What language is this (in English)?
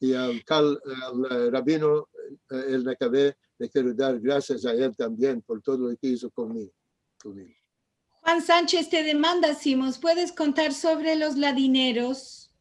Ladino